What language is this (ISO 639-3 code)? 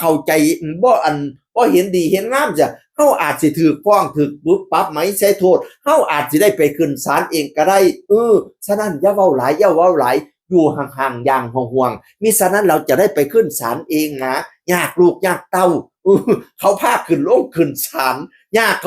tts